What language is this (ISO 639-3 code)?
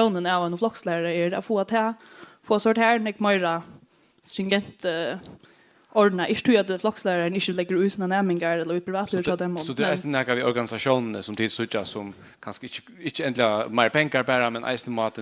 fao